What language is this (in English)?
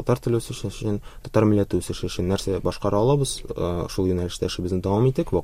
Tatar